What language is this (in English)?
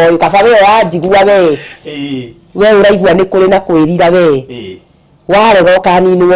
Kikuyu